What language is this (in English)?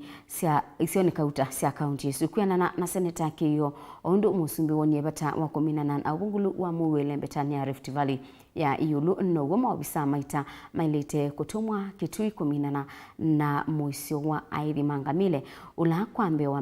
Kamba